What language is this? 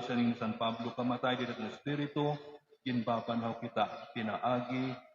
Waray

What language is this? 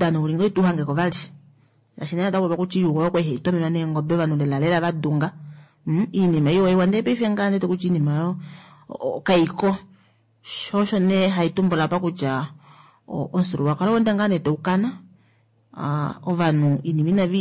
Kuanyama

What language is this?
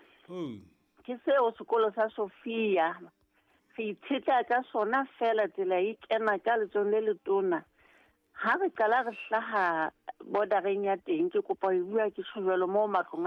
Southern Sotho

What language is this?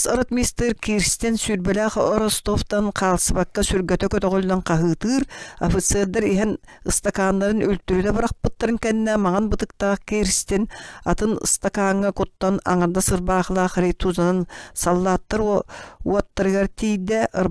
Yakut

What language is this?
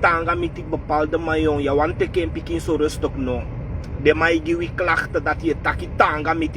Sranan Tongo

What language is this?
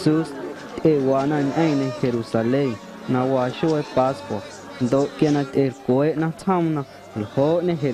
Guerrero Amuzgo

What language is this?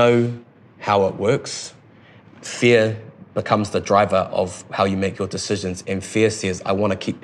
English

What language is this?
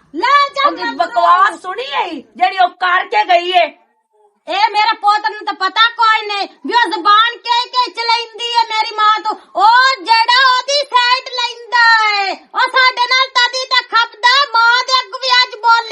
Western Panjabi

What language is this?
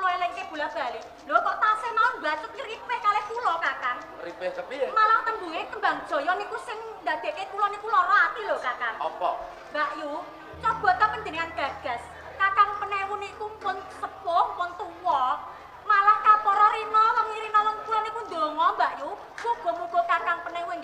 Javanese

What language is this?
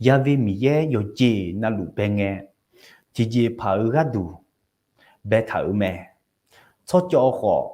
Akha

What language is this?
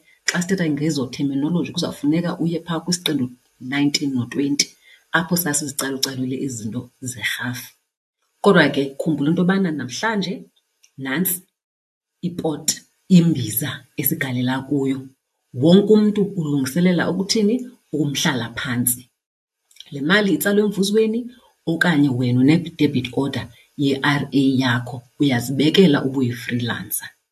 Xhosa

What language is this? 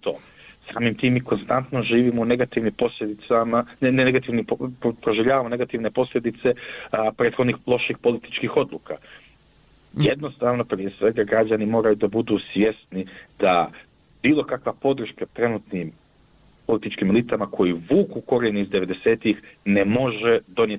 Bosnian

